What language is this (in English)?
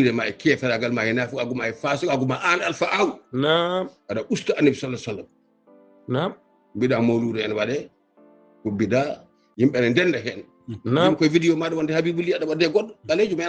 Fula